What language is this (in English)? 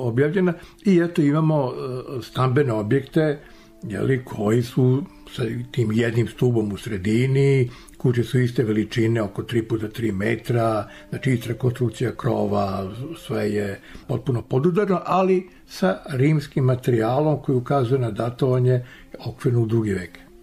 Serbian